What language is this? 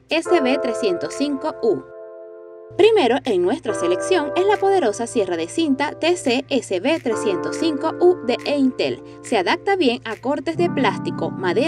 Spanish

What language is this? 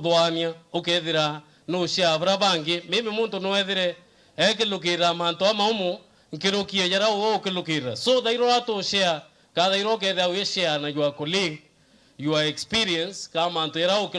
Meru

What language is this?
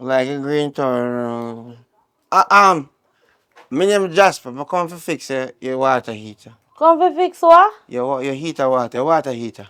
Jamaican Creole English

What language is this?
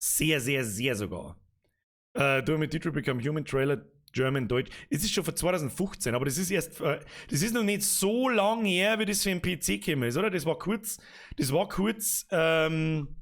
Bavarian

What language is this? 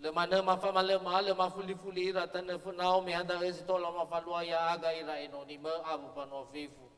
Nias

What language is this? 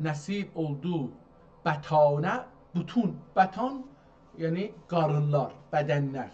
South Azerbaijani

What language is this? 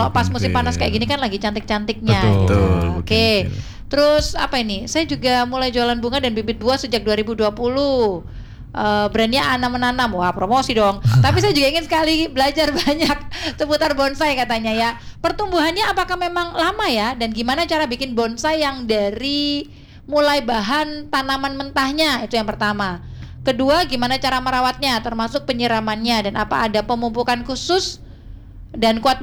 Indonesian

